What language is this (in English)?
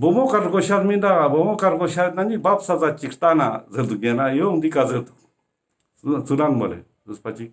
Ladakhi